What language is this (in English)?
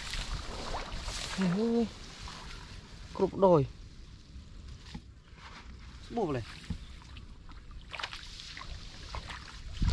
Vietnamese